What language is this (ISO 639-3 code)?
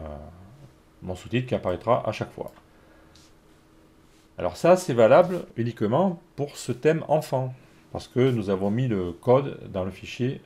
fra